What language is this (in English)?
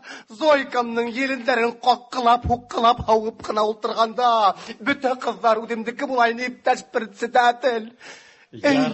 Tatar